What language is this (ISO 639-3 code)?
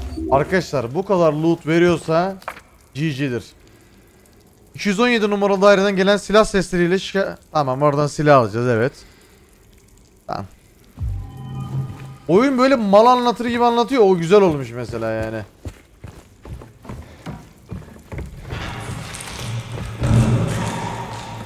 tur